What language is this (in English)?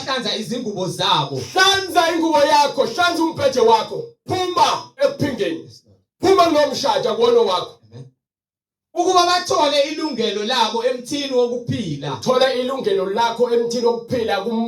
Zulu